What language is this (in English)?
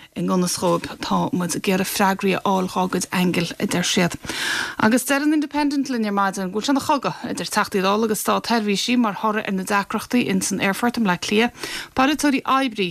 Irish